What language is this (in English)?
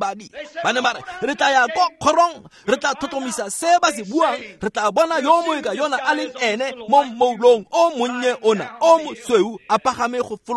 Tswana